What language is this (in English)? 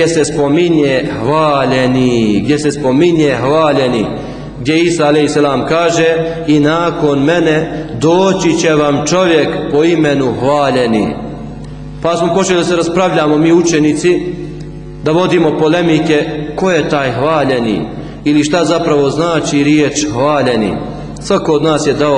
Bosnian